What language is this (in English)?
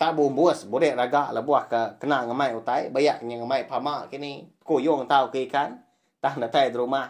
Iban